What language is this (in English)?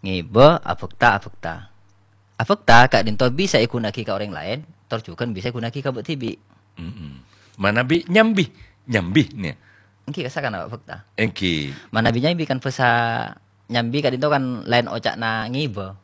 Madurese